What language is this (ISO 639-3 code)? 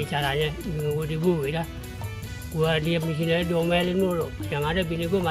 bew